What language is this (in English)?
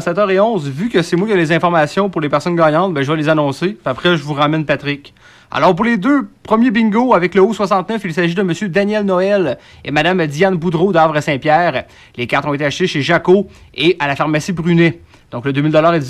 French